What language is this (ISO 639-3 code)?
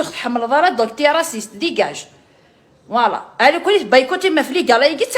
kab